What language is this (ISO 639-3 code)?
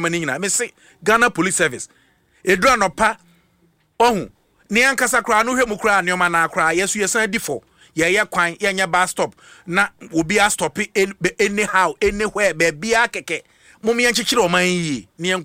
aka